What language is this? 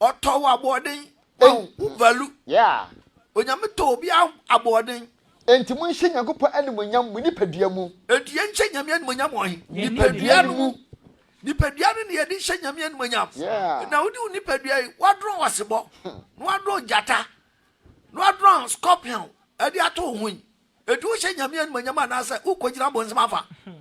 Akan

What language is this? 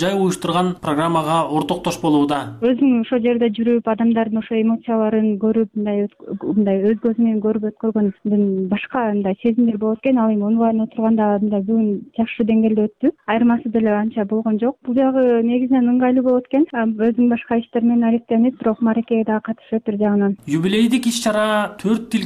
Kyrgyz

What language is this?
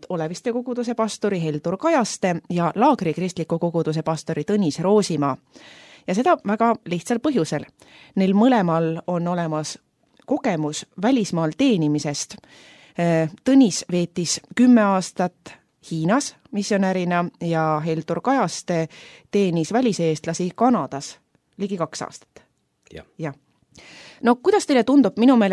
Estonian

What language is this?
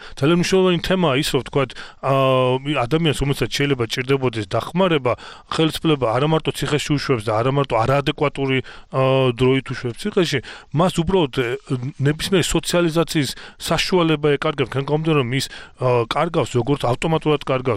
Georgian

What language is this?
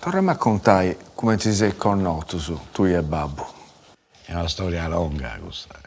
Sardinian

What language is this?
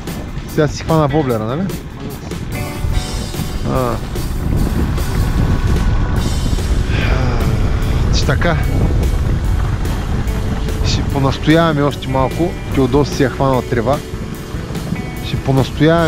Bulgarian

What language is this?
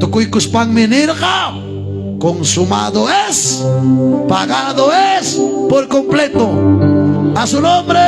Ayacucho Quechua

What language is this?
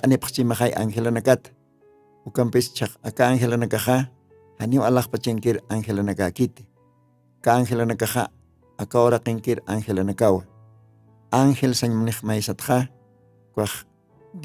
Aymara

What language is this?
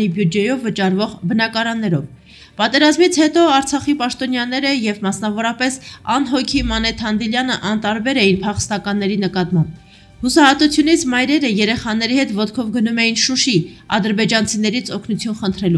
Armenian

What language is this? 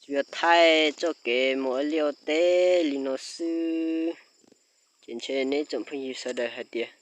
Hmong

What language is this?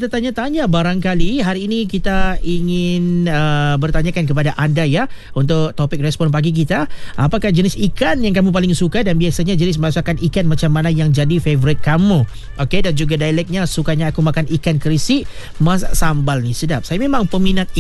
Malay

